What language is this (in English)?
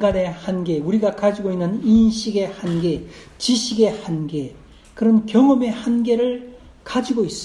Korean